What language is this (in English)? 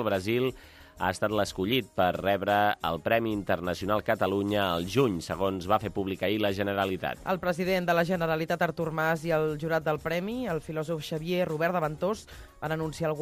Catalan